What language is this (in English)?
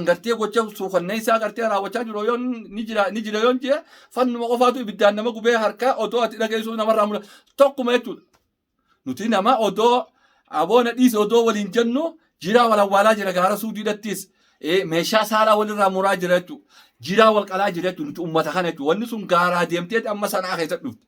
Oromo